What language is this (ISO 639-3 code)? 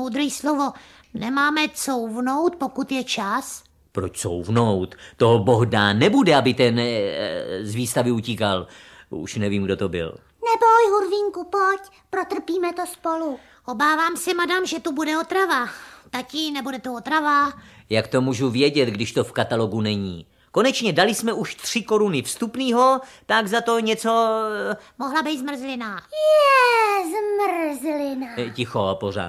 ces